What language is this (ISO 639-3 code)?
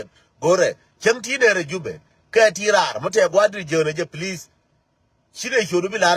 nus